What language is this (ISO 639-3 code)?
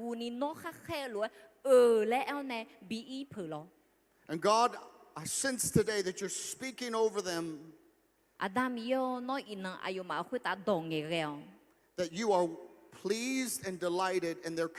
ahk